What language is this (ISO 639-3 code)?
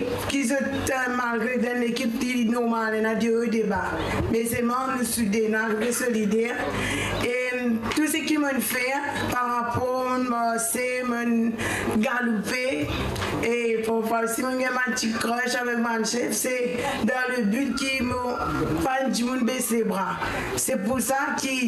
mfe